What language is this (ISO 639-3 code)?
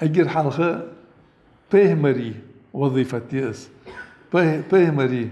inh